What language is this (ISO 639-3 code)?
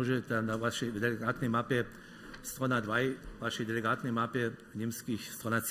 hsb